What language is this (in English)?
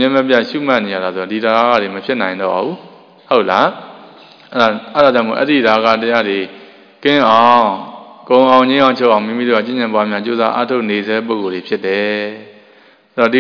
Burmese